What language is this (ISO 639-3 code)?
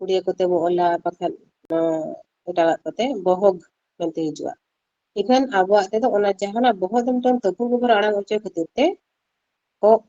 sat